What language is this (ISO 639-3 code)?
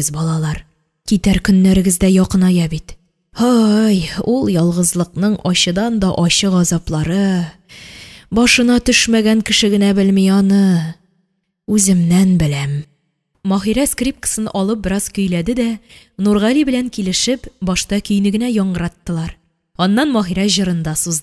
tat